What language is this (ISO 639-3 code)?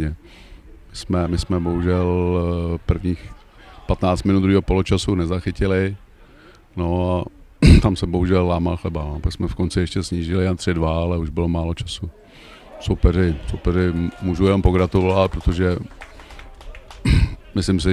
ces